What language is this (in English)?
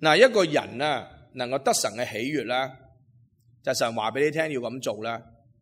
Cantonese